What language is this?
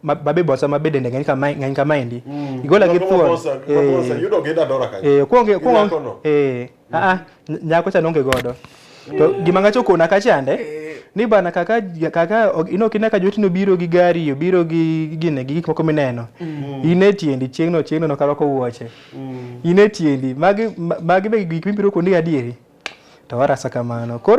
Luo (Kenya and Tanzania)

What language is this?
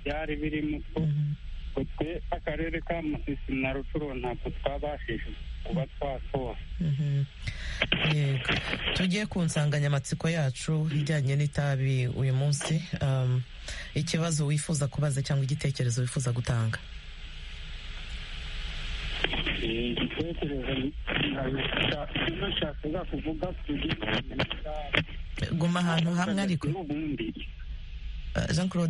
Kinyarwanda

